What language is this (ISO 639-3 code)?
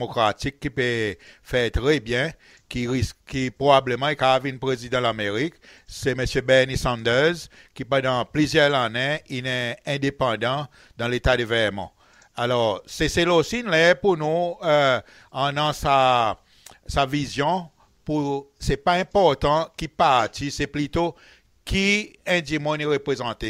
crs